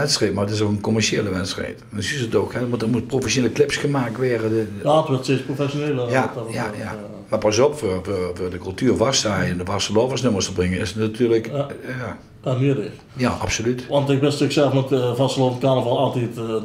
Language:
Limburgish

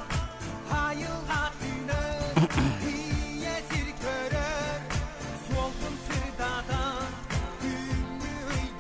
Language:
Yakut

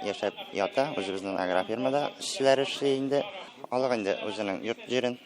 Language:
Tatar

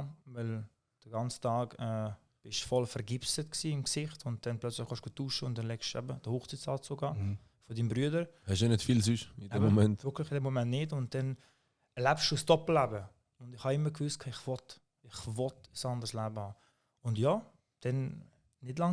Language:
Swiss German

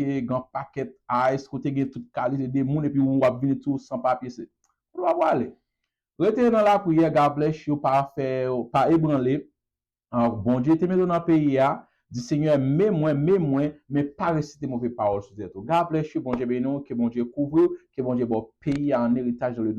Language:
Haitian Creole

